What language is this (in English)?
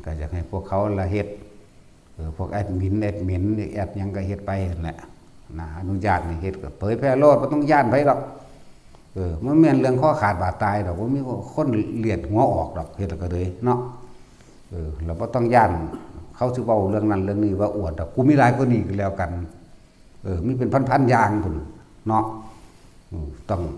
Northeastern Thai